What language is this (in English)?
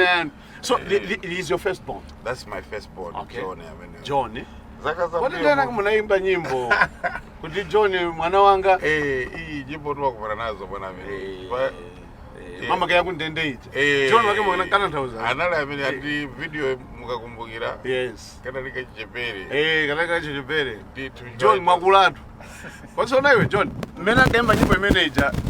Nyanja